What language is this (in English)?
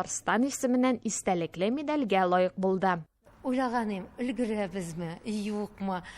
Tatar